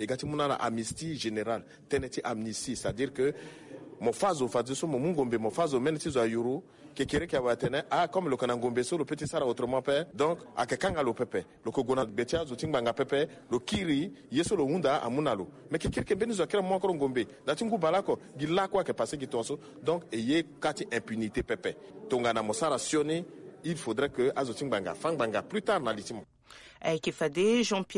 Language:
Sango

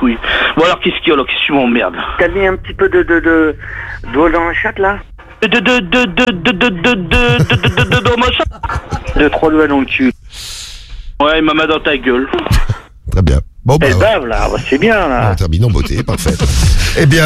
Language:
French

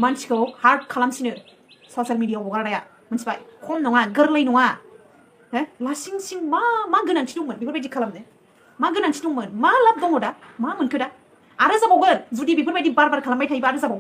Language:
Bodo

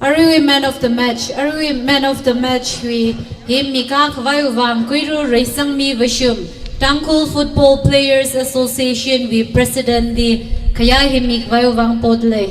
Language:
Tangkhul Naga (India)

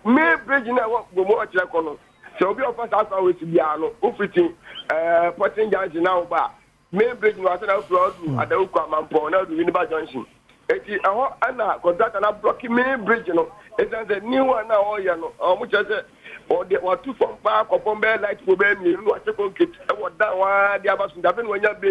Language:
Akan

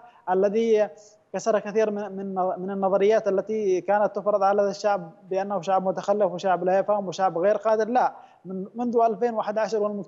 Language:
Arabic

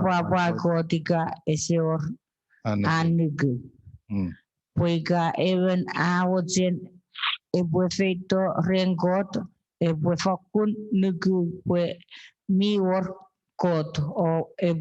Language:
Chuukese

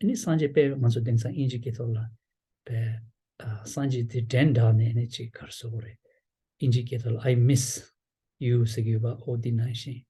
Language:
Tibetan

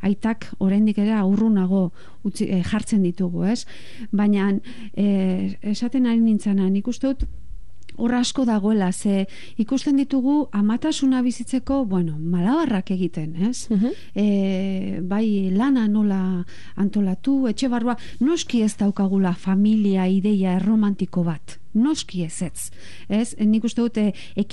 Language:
Basque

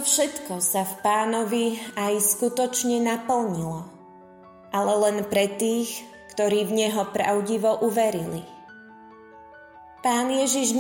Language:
Slovak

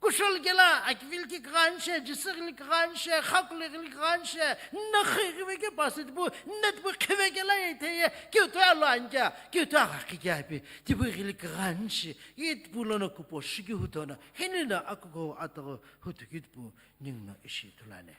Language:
Sumi Naga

